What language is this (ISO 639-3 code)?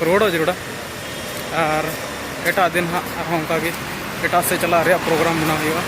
sat